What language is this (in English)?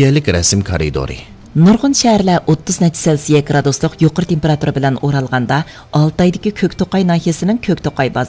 Uyghur